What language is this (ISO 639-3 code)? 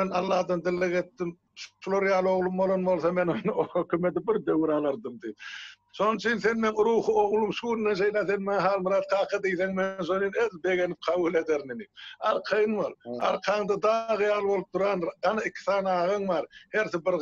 tuk